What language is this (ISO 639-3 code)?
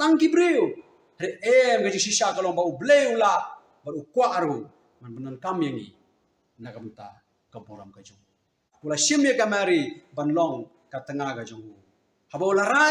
kha